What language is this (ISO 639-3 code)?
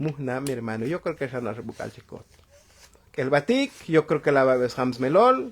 tzo